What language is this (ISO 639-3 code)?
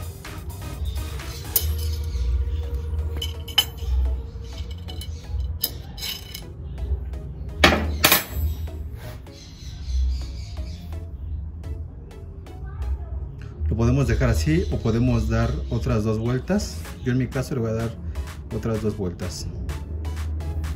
spa